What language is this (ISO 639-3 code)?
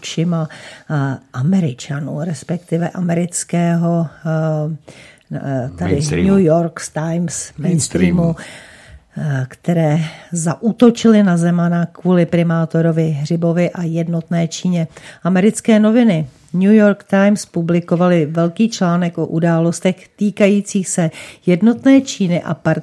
ces